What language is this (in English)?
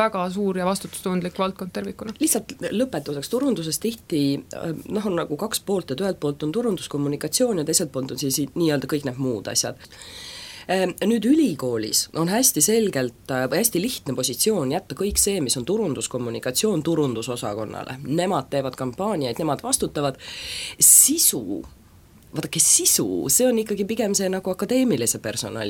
Estonian